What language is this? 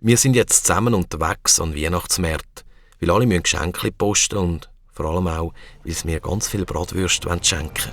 Swiss German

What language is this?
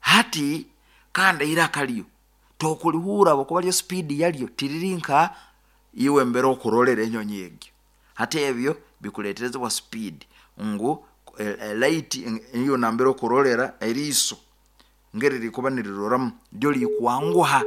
Nyoro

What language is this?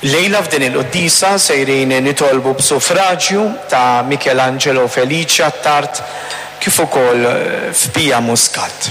Maltese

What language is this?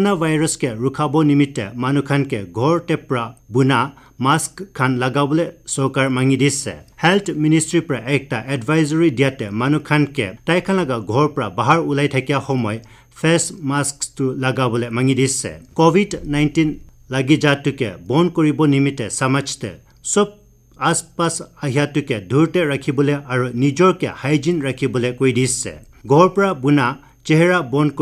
Naga Pidgin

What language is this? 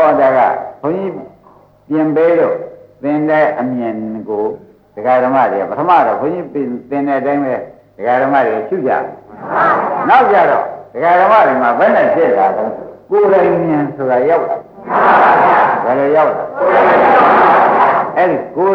Burmese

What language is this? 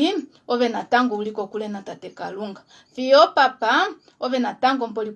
Kuanyama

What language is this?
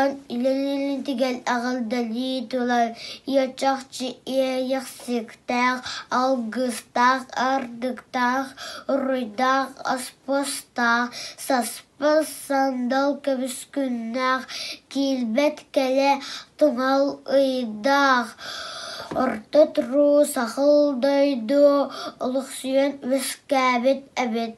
Yakut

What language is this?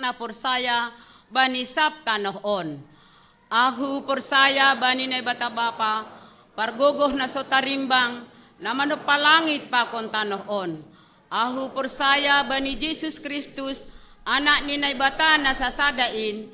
Batak Simalungun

